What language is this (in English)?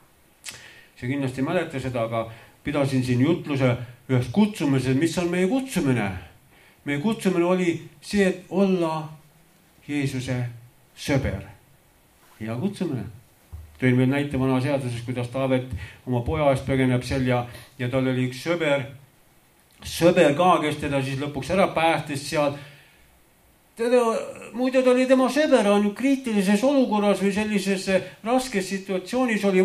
Estonian